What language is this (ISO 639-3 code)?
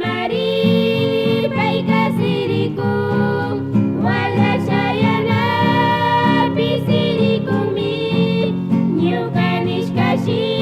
qug